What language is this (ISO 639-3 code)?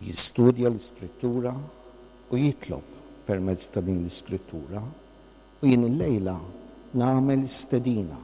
mlt